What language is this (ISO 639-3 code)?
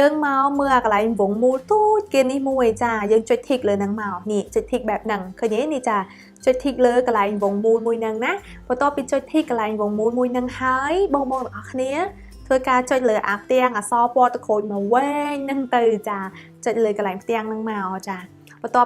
khm